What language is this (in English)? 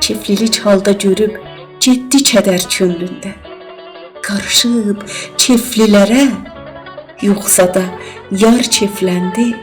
South Azerbaijani